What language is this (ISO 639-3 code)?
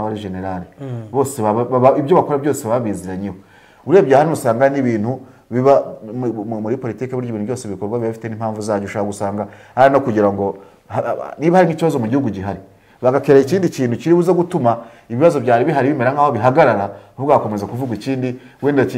kin